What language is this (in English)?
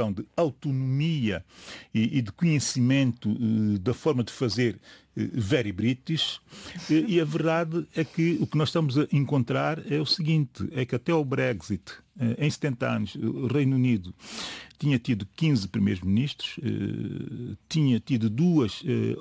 Portuguese